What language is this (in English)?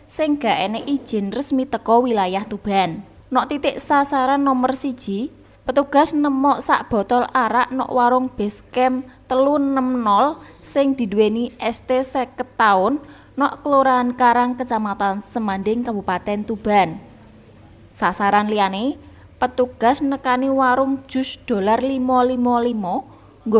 Javanese